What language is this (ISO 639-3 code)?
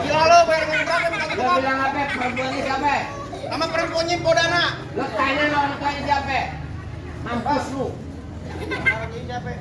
bew